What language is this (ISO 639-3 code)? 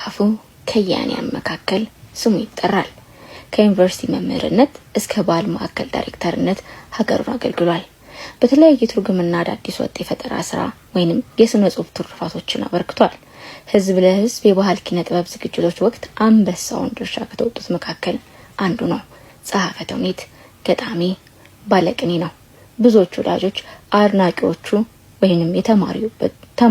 amh